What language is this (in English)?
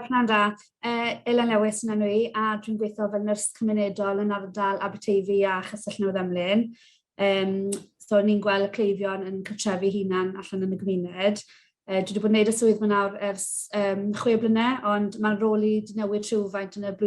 Welsh